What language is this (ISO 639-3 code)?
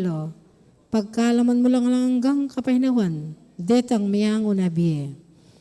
pam